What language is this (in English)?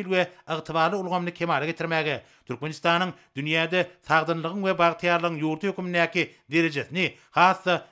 Turkmen